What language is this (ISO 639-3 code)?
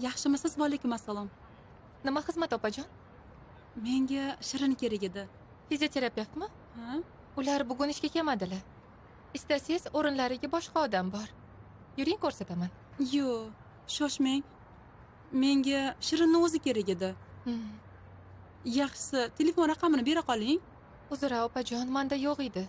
uzb